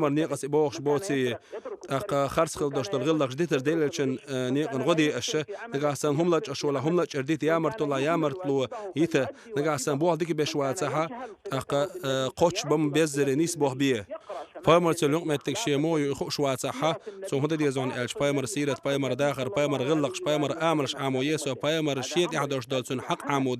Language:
Chechen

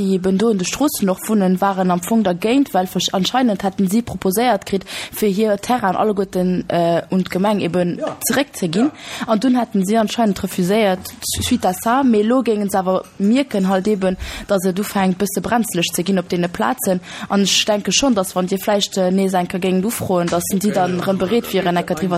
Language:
Luxembourgish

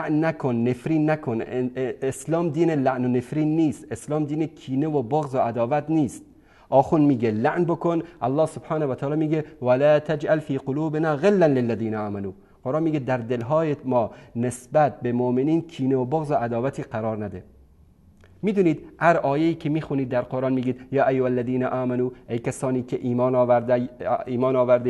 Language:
Persian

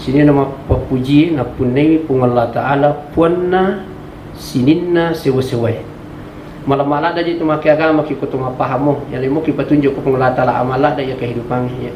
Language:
Buginese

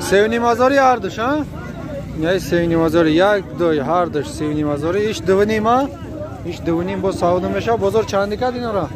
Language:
Tajik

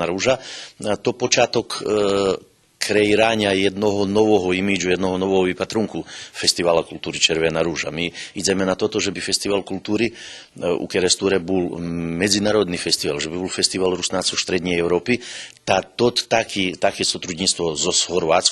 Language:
Rusyn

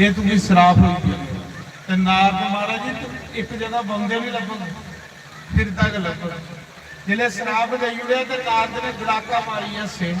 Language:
Dogri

